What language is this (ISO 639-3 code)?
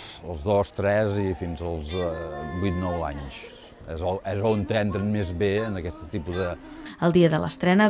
cat